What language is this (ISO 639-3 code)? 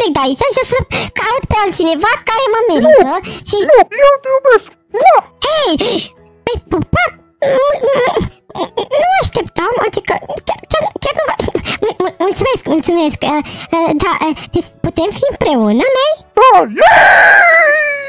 ron